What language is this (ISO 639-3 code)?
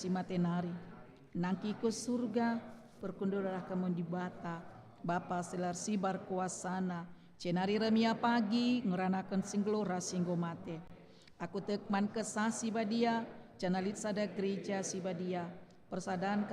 btx